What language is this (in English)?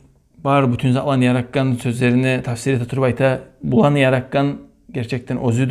Kumyk